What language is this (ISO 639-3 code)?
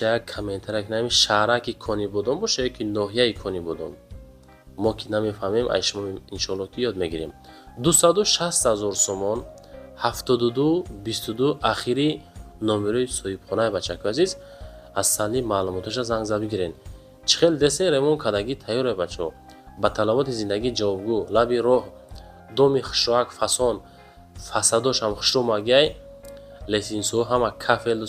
tgk